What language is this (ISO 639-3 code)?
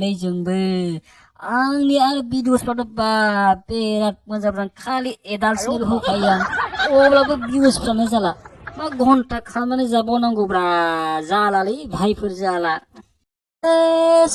brx